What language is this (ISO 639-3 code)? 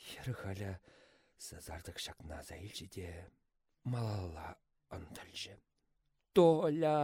chv